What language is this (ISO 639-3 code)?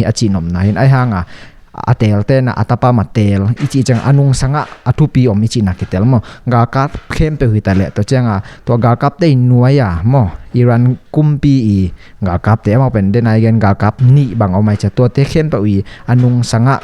ctd